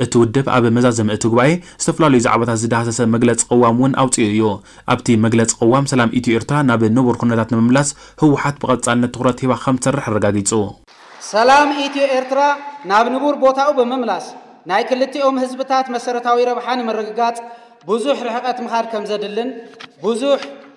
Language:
Tigrinya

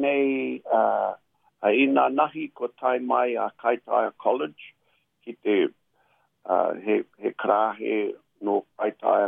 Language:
Māori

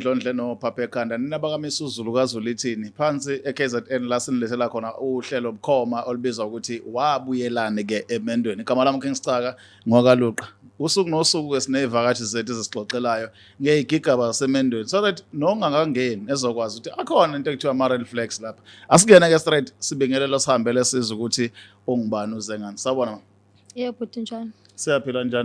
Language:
Zulu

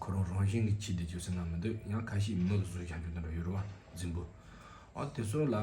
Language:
Tibetan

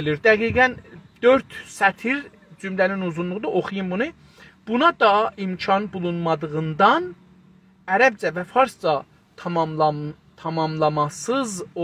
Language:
South Azerbaijani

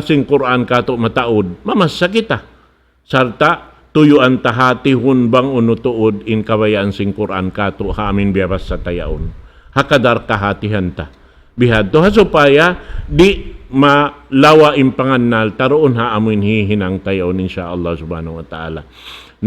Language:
Tausug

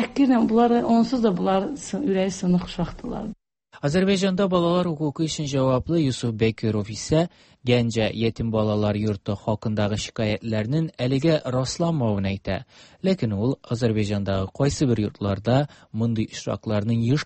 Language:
Tatar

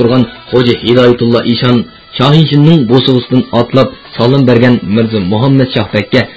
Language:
Uyghur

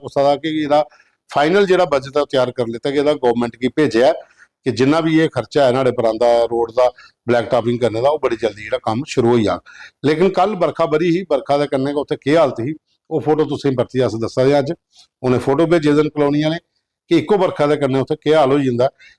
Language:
Dogri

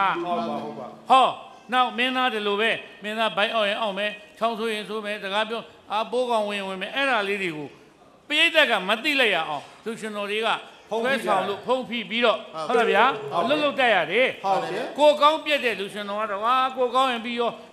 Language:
Burmese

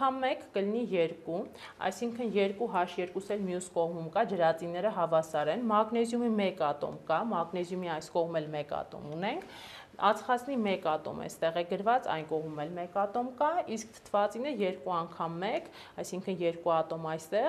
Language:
Armenian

